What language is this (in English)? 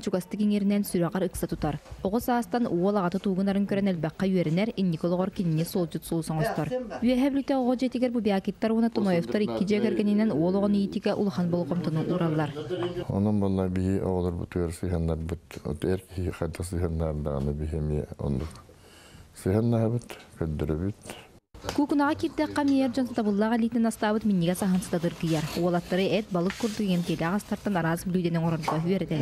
Yakut